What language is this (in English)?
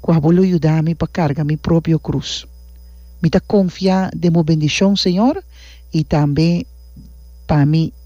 Papiamento